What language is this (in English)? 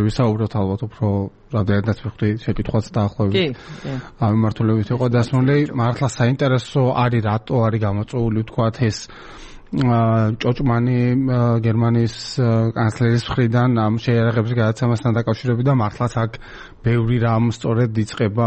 Georgian